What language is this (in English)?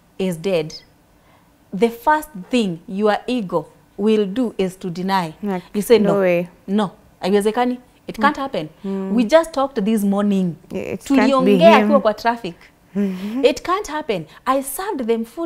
English